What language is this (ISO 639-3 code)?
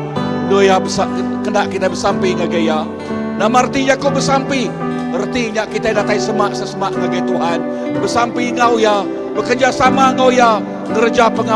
iba